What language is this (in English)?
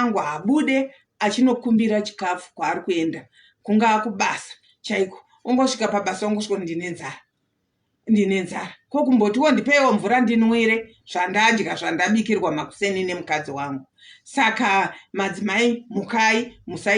Shona